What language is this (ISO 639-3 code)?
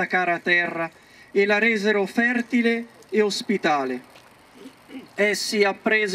ita